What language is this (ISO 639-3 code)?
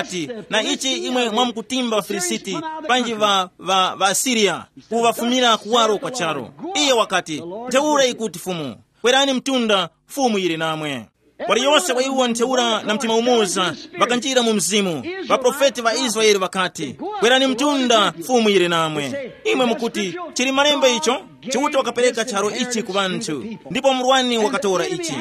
tum